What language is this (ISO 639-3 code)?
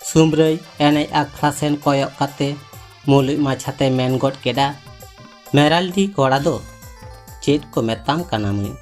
sat